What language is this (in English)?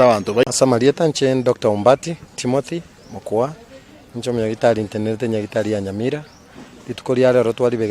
Gusii